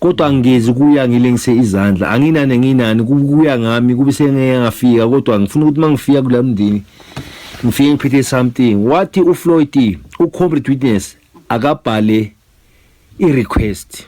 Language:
Zulu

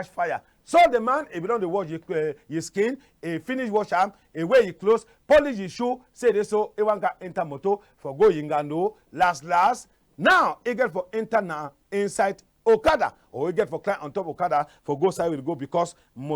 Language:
Cameroon Pidgin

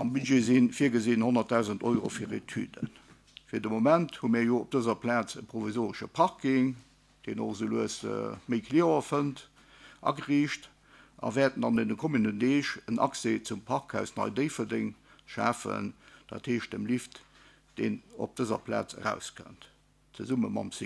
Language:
Luxembourgish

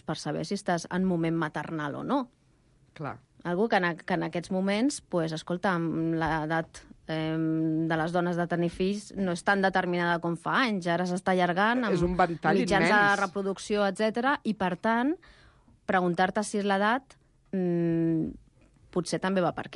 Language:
Catalan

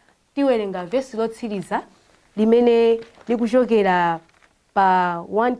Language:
Nyanja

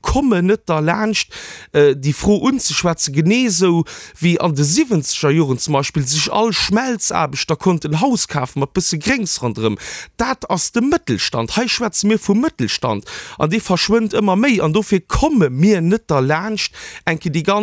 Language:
Luxembourgish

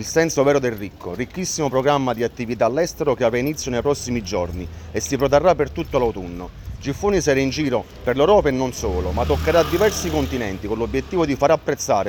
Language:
Italian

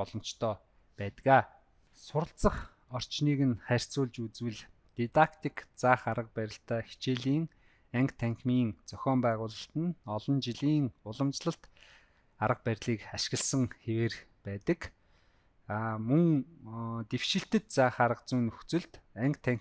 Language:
Mongolian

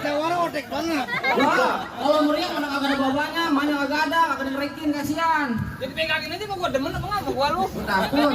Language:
Betawi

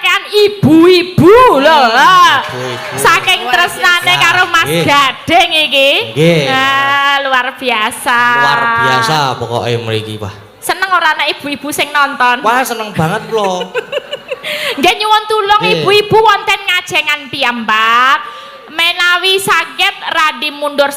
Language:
Javanese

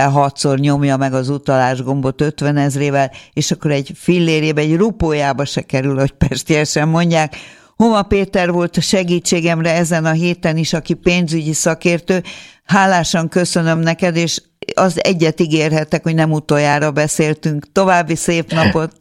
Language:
Hungarian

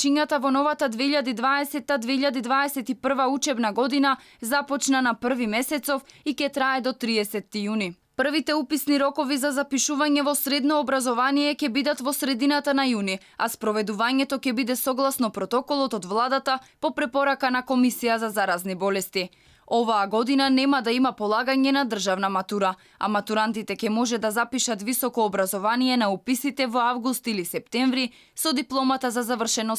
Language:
Macedonian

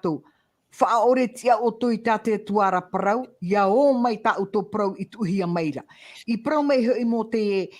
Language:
Tahitian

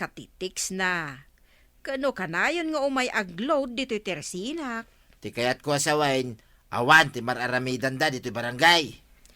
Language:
Iloko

